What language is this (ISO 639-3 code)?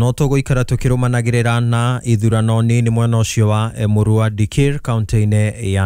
kik